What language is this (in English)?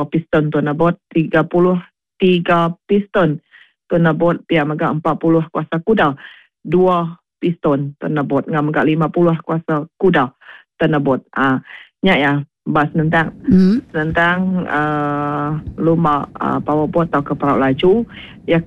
Iban